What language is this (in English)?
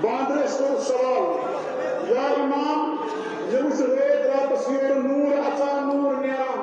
Kashmiri